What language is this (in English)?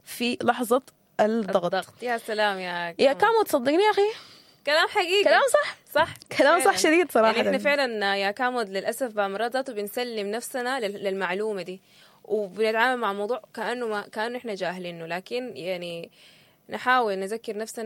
Sudanese Arabic